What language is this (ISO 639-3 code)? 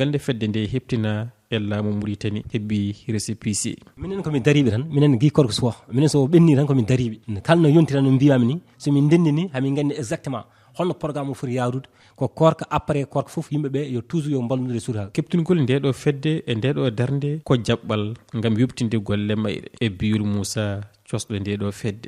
ful